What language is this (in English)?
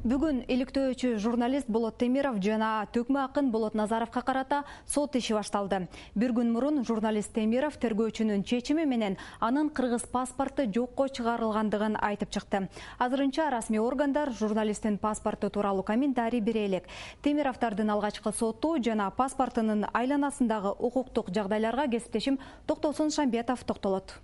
Kyrgyz